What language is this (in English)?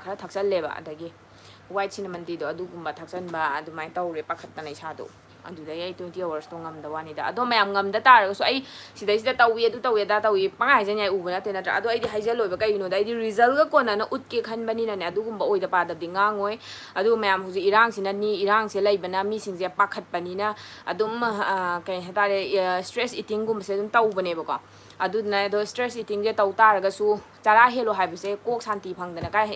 Manipuri